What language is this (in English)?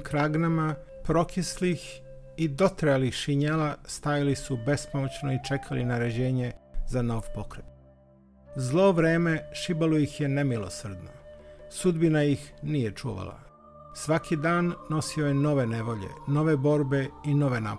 Serbian